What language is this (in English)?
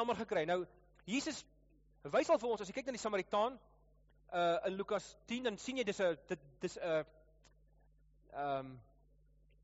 Afrikaans